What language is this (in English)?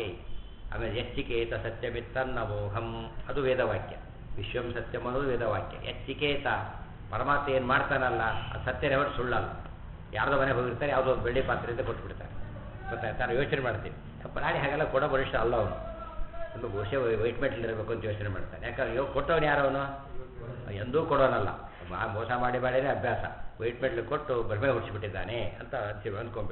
Kannada